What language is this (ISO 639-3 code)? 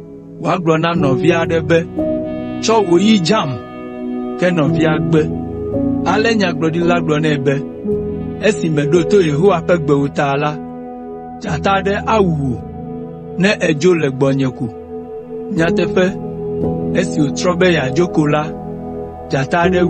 ewe